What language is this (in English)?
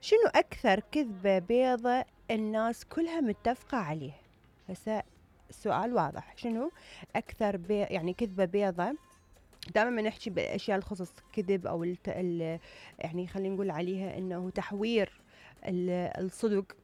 Mesopotamian Arabic